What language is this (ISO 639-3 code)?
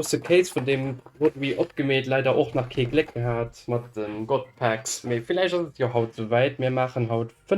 ltz